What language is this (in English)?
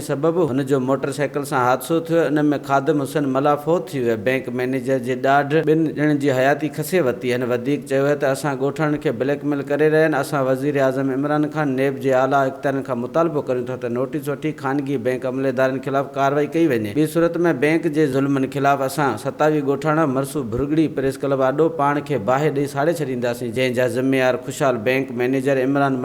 Sindhi